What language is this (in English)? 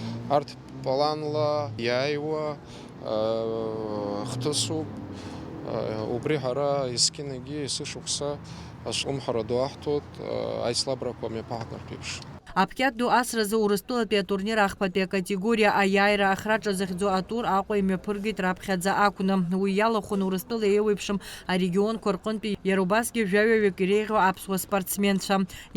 Abkhazian